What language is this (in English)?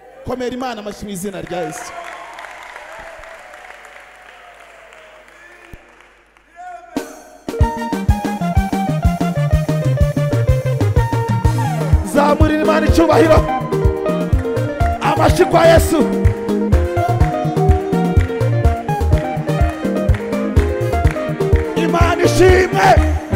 Kinyarwanda